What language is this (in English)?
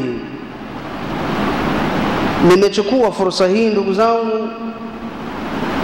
Swahili